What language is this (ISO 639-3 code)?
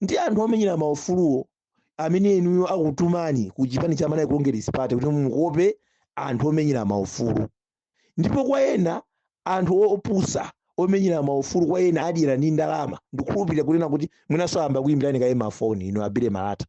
nya